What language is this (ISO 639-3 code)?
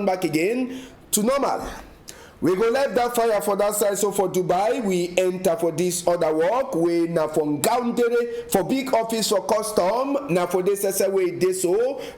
wes